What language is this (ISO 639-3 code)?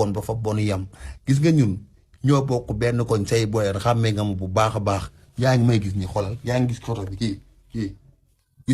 wol